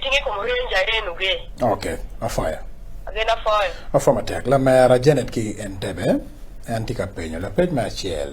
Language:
Acoli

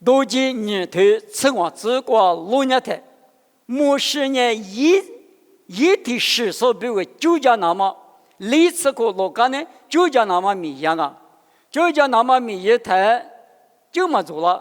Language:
Lisu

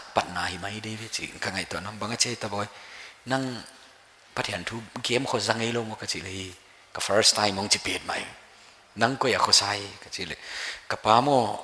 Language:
Paite Chin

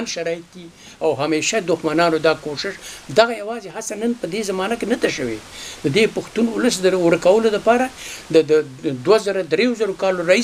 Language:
Pashto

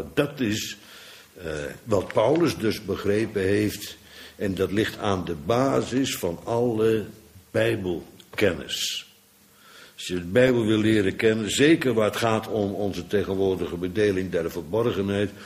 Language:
Dutch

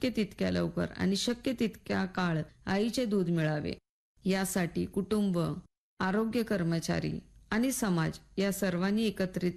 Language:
Marathi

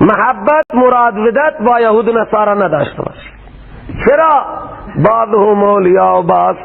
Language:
Persian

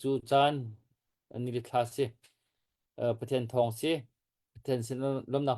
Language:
Hakha Chin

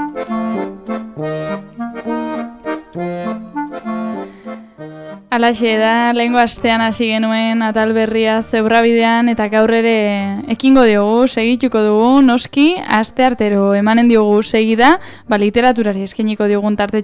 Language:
Basque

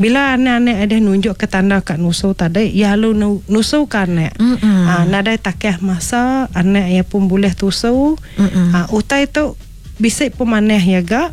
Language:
Iban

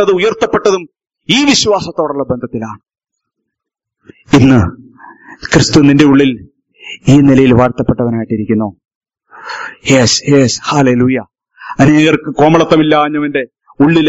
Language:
Malayalam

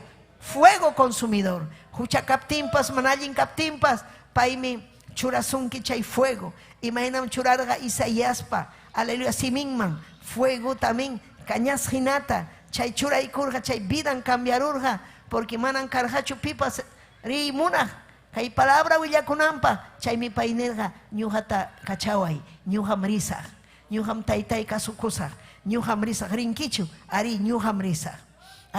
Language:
Ayacucho Quechua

